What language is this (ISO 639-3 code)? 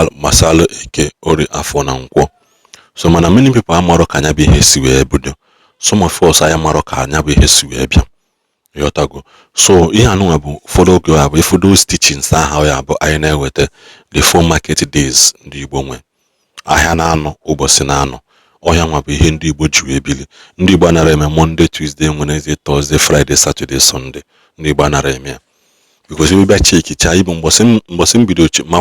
ibo